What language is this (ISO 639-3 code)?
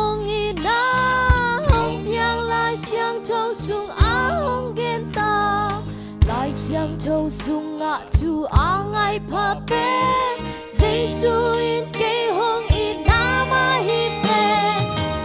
ctd